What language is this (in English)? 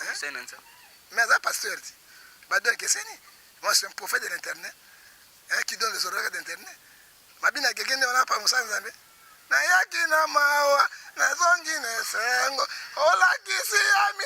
Lingala